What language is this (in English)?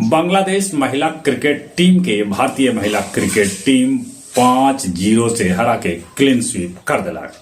Magahi